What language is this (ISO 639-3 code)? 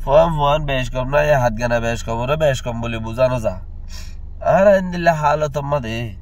rhg